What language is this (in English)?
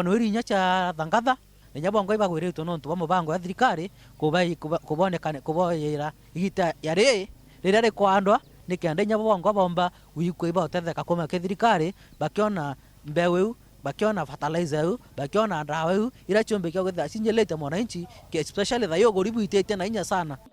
Meru